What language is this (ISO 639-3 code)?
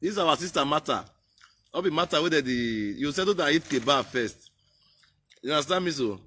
pcm